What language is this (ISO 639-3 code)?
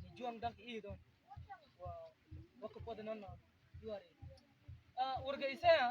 mfz